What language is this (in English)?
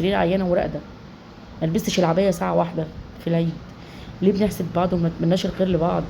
Egyptian Arabic